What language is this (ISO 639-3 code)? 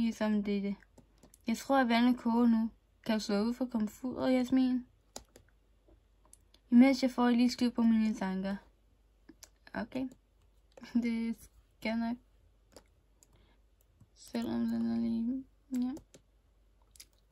dan